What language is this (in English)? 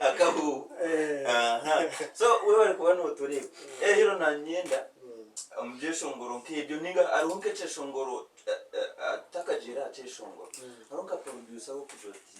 Nyankole